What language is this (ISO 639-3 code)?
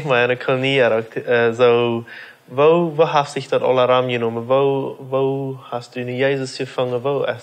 pdt